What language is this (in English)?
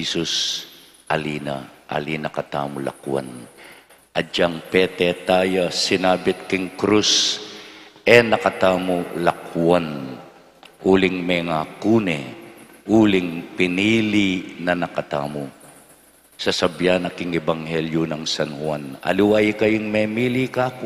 Pampanga